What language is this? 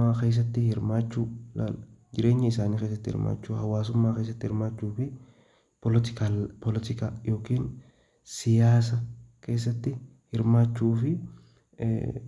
Oromo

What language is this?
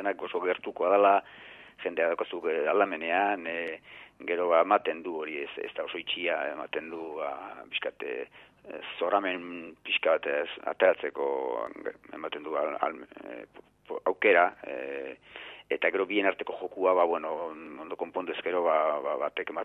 Basque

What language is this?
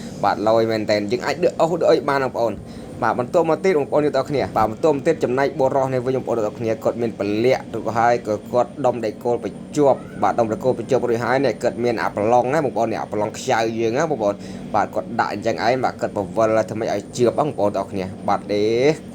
Khmer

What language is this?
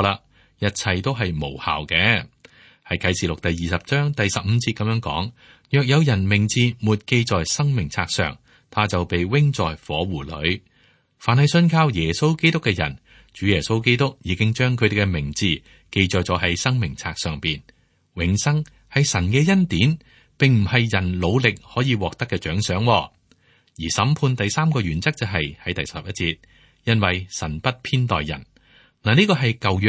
Cantonese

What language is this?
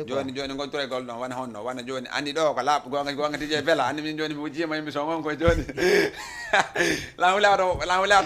Fula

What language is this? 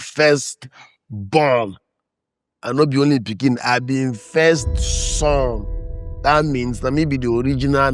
Nigerian Pidgin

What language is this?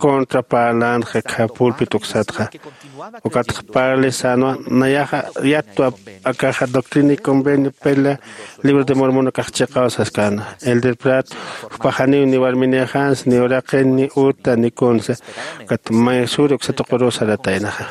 Aymara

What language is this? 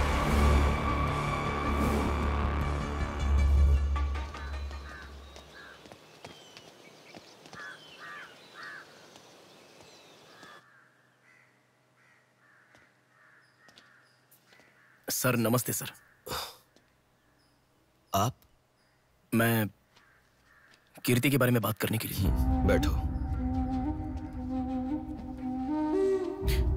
Hindi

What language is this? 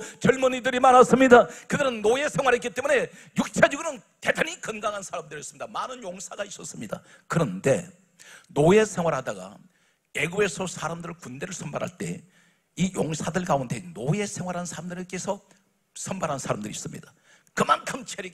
Korean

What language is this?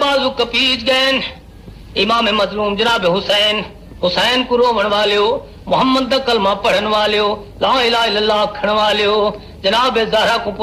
Urdu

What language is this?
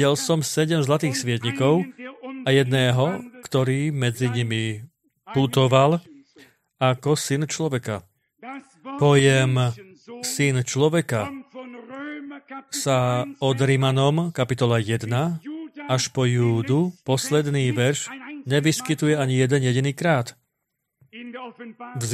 Slovak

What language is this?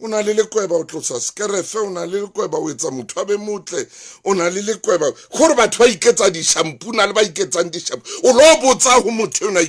Southern Sotho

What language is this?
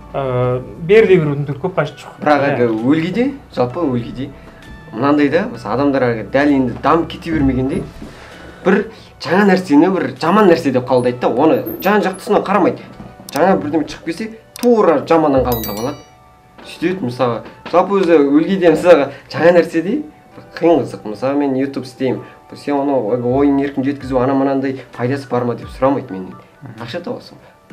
Kazakh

